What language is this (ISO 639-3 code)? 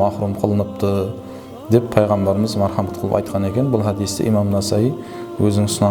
kaa